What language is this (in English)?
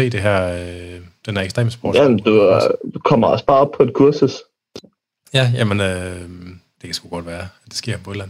Danish